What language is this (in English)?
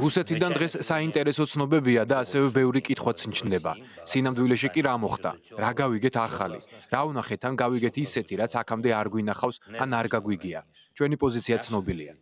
Georgian